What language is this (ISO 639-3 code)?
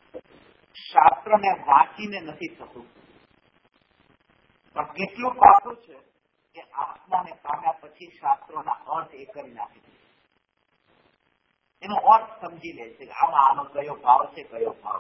guj